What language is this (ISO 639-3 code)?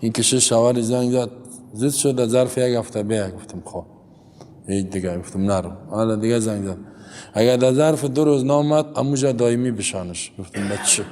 fas